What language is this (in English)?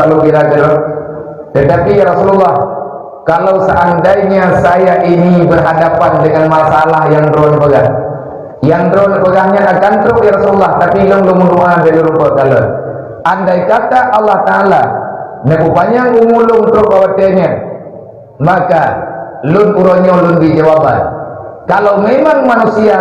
Achinese